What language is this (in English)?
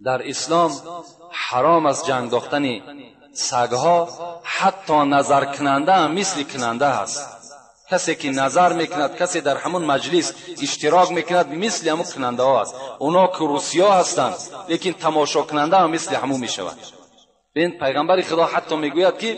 Tajik